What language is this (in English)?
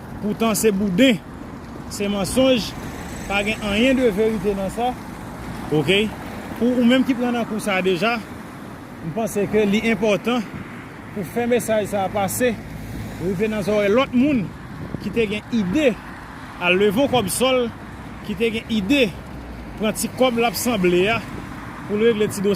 Haitian Creole